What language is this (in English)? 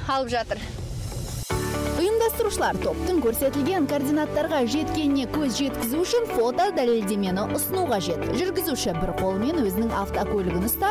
Kazakh